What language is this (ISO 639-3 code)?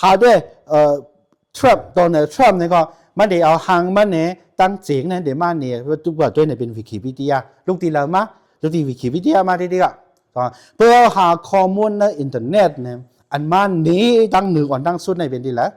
shn